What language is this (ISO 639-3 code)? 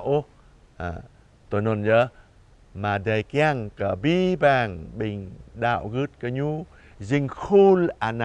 jra